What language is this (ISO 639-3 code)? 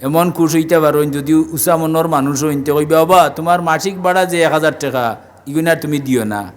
syl